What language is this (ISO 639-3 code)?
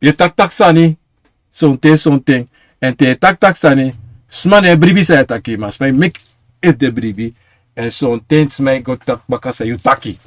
srn